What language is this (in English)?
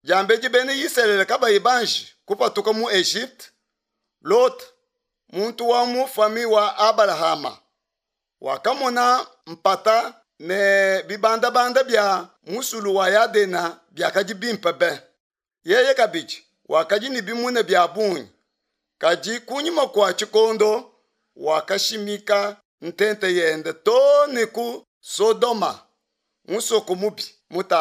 Luba-Lulua